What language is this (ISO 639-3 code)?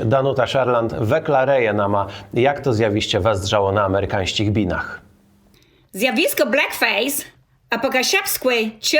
csb